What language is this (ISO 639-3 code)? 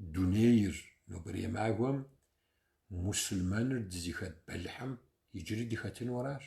kbd